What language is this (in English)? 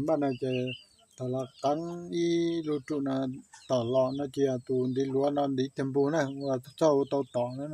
Hmong